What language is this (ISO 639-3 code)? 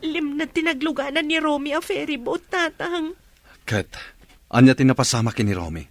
ilo